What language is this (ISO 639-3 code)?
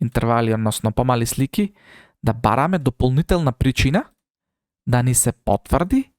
mkd